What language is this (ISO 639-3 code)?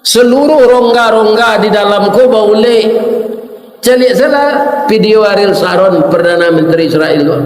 min